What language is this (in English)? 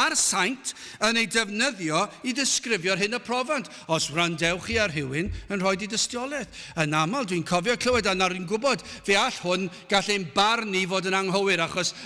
Welsh